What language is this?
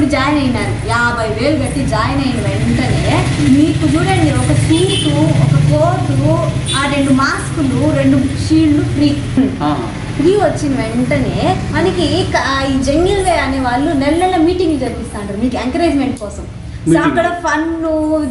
Telugu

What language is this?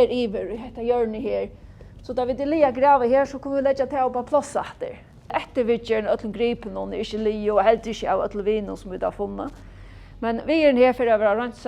Faroese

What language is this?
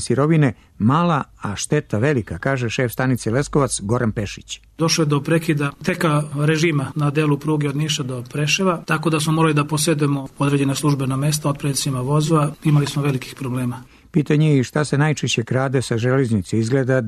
Serbian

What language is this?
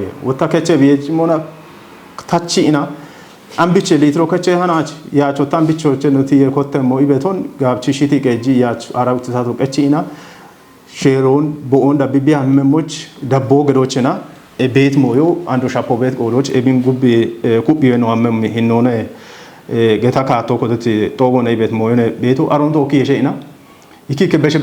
Kafa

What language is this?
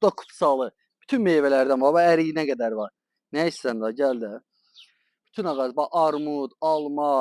Azerbaijani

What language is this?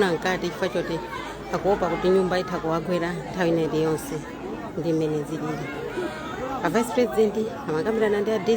Nyanja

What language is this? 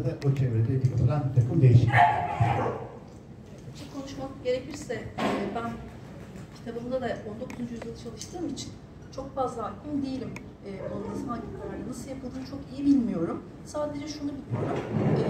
Turkish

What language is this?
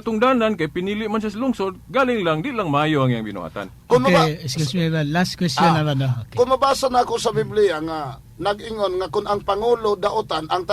Cebuano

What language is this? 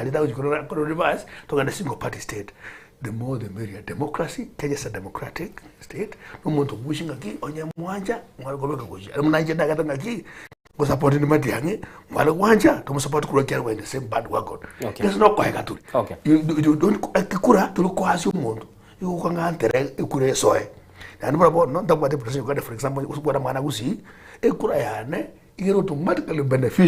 Gusii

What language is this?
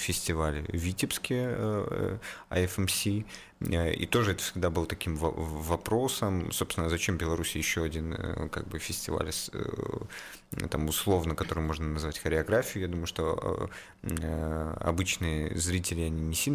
Russian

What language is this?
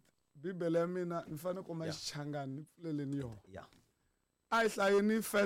Tsonga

